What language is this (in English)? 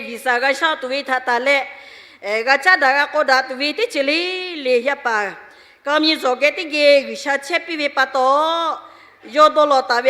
Lahu